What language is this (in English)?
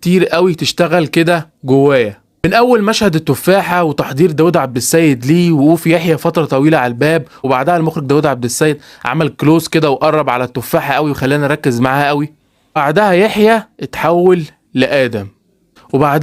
Egyptian Arabic